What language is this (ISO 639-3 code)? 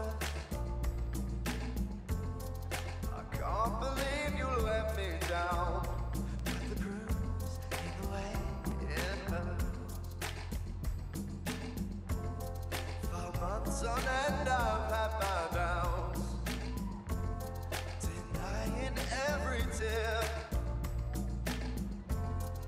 eng